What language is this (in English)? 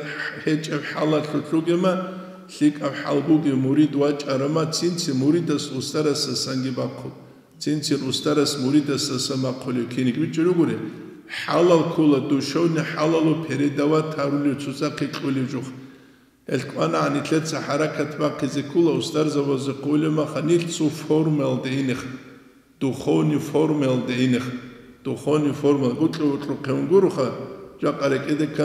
Avaric